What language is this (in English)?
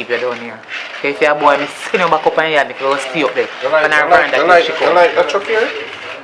Jamaican Creole English